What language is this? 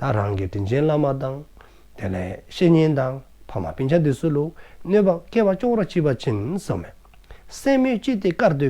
Dzongkha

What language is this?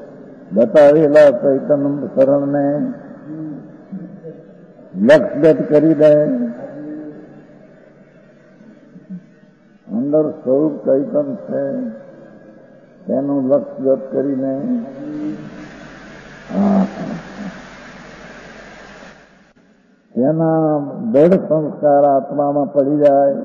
Gujarati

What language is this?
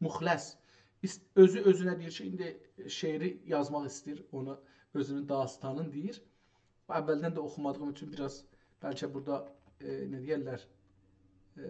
South Azerbaijani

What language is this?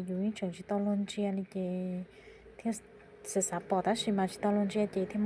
Hmong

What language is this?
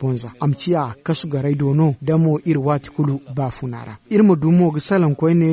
Zarma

